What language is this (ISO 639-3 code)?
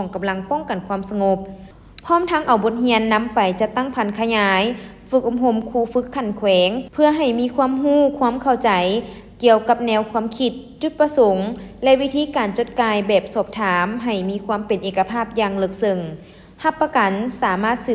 lao